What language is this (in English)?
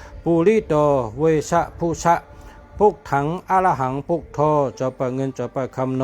Shan